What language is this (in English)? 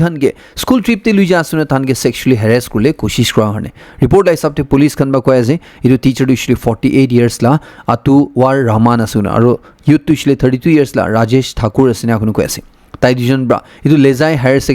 Naga Pidgin